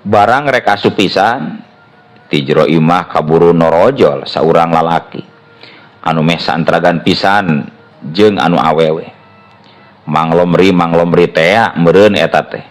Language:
Sundanese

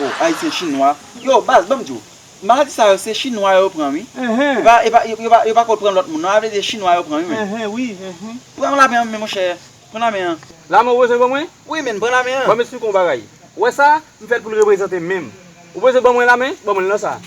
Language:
Haitian Creole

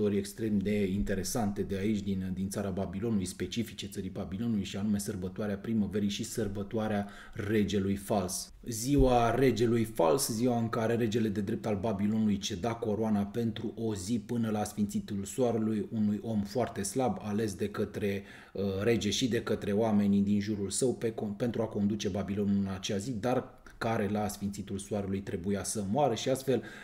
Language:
Romanian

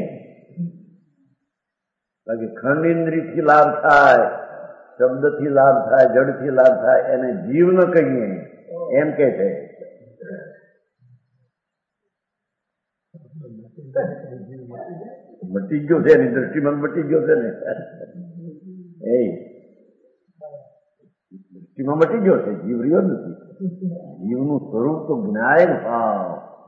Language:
Gujarati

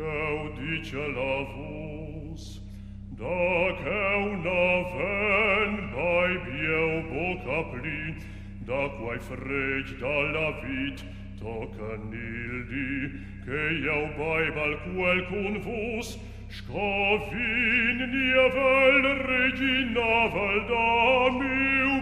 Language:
Romansh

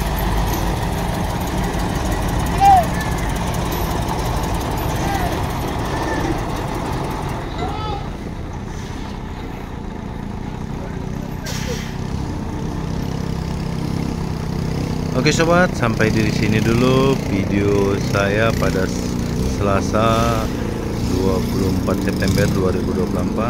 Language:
Indonesian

